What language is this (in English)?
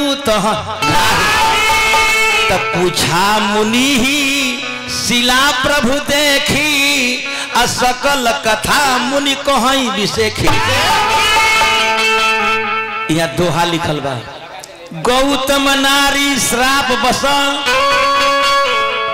Bhojpuri